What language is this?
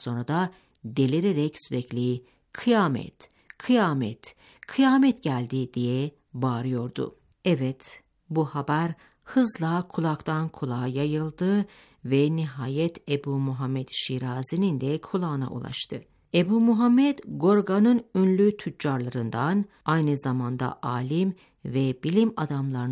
Turkish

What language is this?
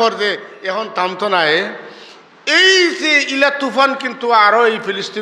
Sylheti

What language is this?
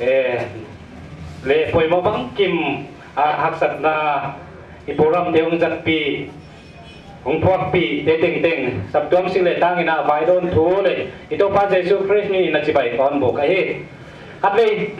Paite Chin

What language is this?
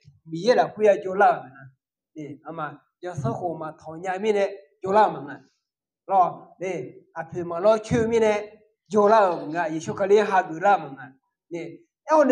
Akha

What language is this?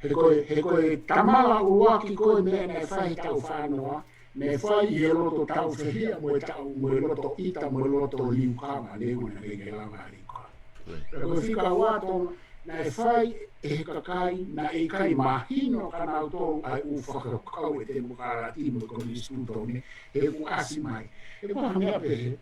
Tongan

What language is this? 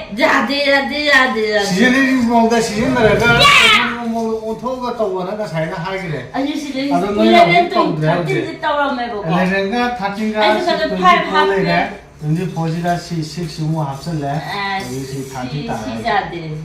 Manipuri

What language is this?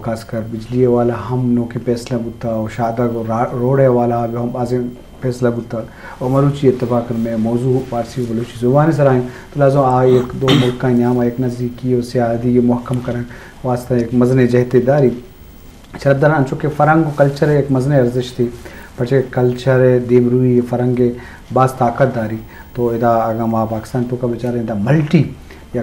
Eastern Balochi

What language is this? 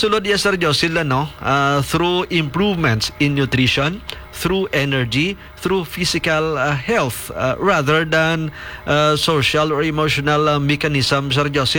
Hiligaynon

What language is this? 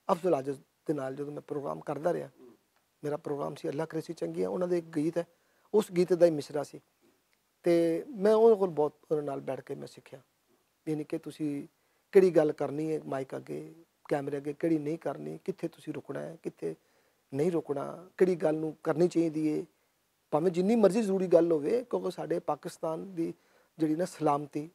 Western Panjabi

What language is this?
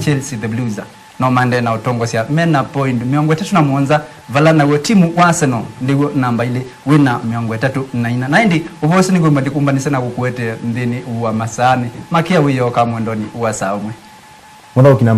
Kamba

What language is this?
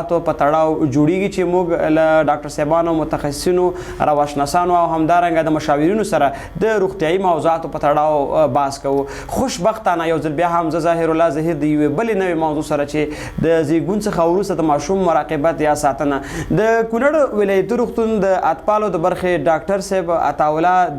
Pashto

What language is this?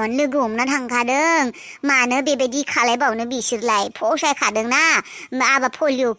Bodo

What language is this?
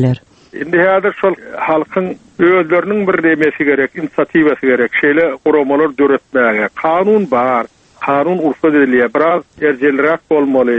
Turkmen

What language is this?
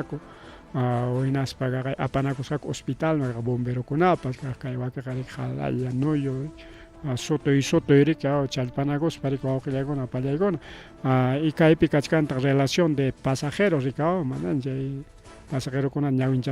Ayacucho Quechua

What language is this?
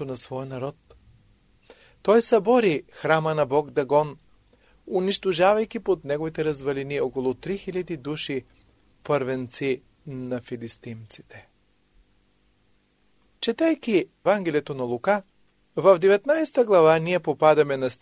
Bulgarian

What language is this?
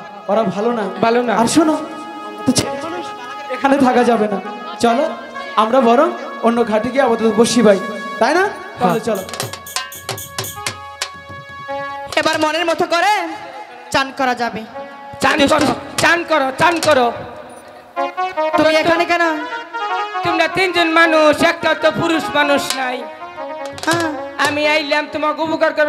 Bangla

